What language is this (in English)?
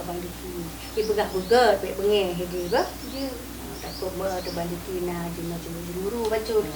Achinese